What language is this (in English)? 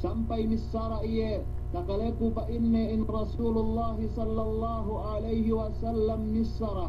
Yakan